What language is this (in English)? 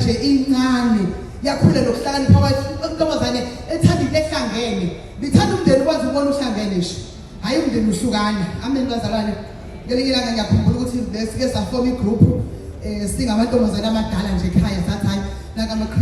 Zulu